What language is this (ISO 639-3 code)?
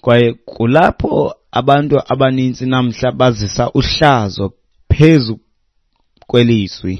xho